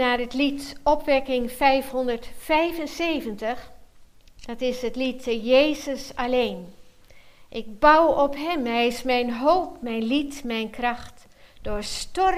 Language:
Dutch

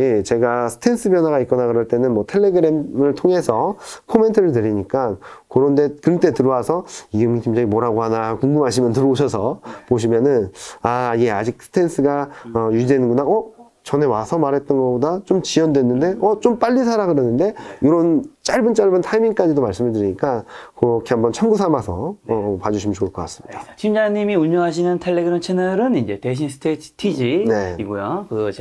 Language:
Korean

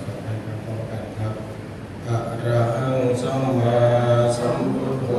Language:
Pali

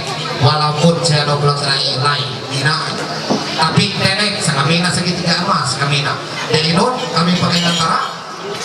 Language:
Ma'anyan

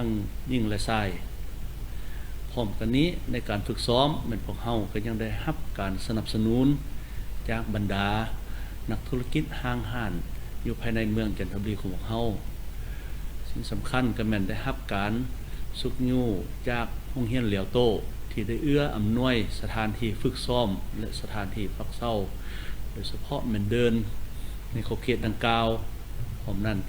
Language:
Lao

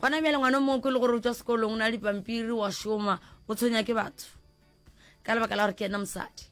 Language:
Northern Sotho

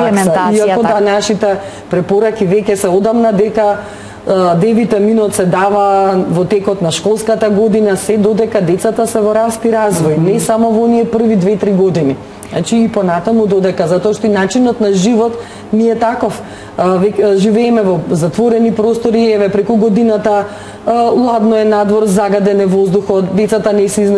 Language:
Macedonian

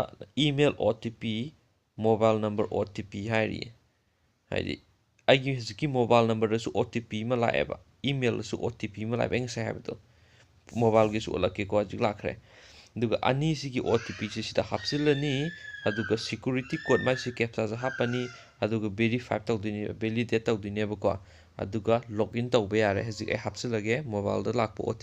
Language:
Manipuri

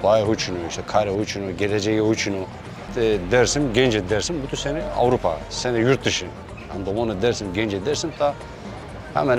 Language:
Kurdish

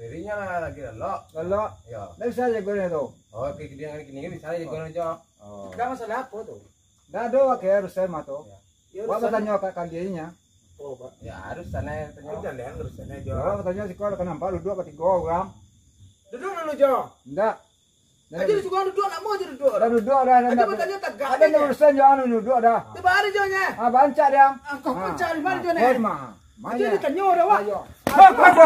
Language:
Minangkabau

